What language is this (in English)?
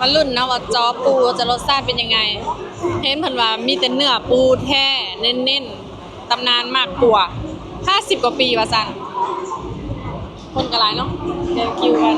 Lao